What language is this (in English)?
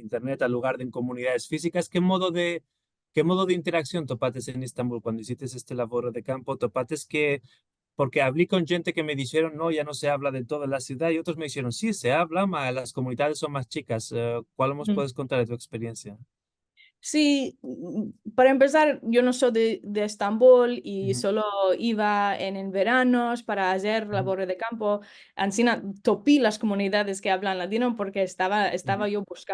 Ladino